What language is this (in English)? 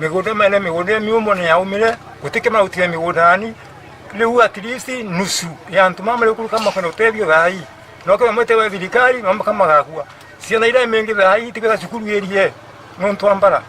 Meru